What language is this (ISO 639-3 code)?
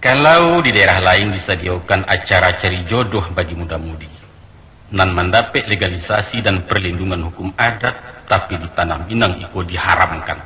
min